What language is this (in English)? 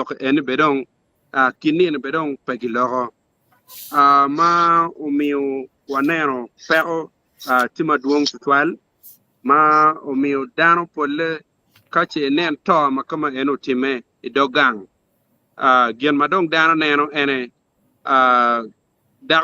Acoli